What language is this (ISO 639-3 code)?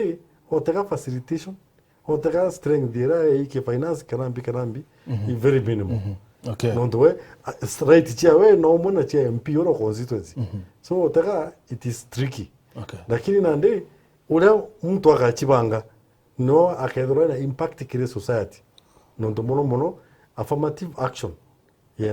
mer